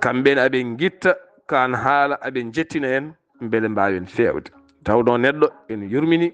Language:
Fula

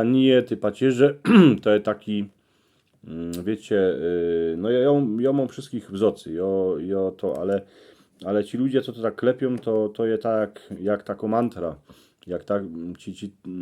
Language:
Silesian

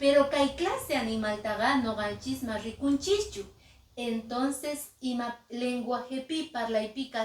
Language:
Quechua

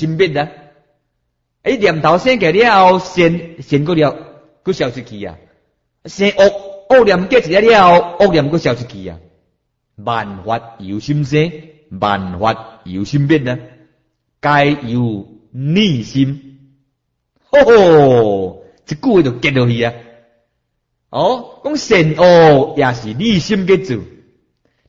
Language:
Min Nan Chinese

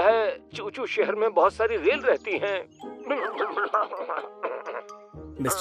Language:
Hindi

